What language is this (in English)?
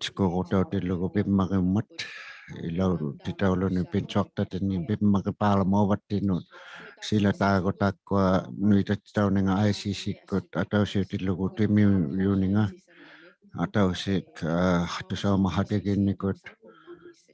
Inuktitut